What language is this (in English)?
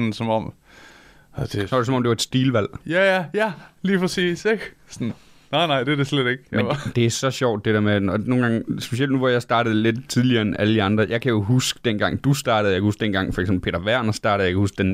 Danish